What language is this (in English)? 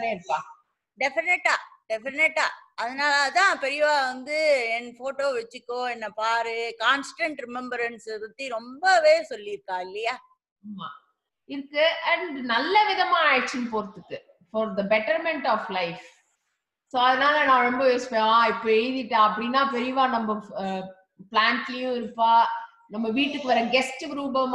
Tamil